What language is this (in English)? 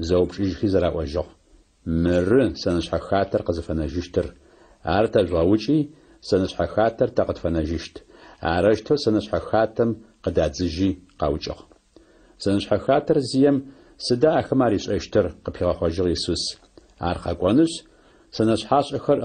Adyghe